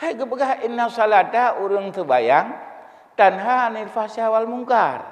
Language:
Achinese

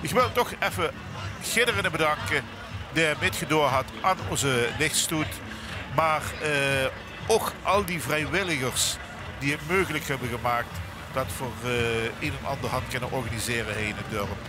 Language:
Limburgish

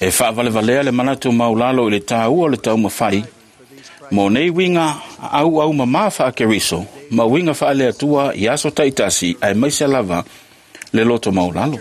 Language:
Samoan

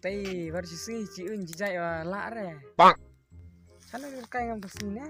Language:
Khasi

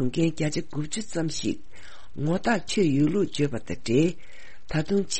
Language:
Tibetan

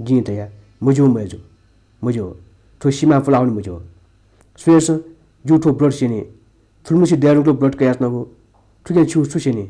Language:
Newari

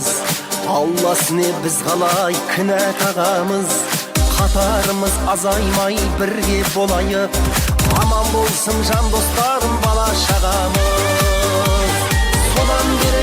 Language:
Kara-Kalpak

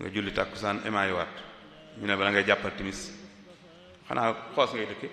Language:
Wolof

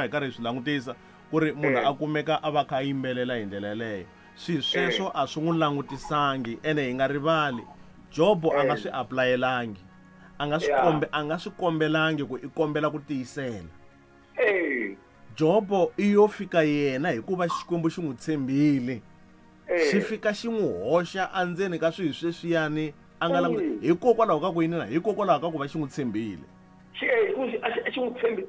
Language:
Tsonga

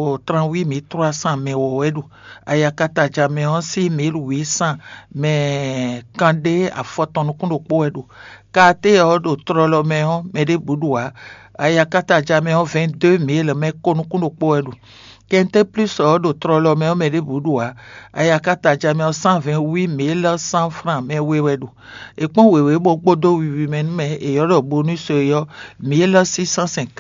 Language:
Fon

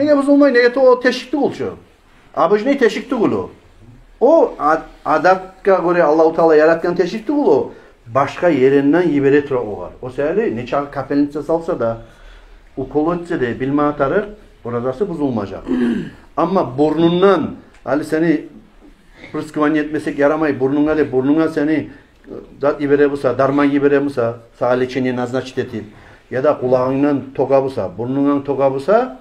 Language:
Kumyk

